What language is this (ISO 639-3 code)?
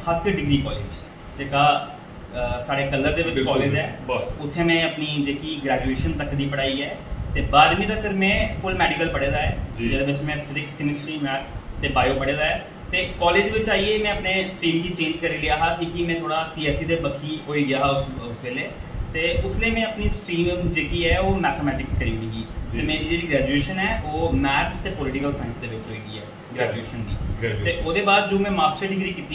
doi